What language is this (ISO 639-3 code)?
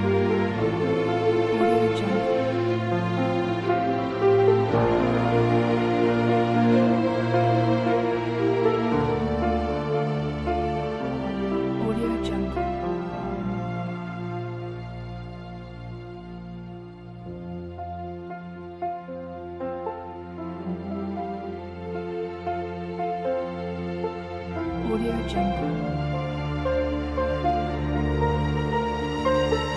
por